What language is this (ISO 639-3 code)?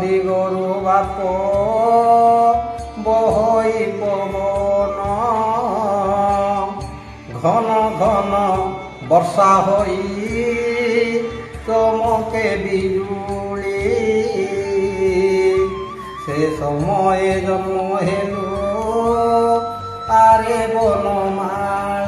ori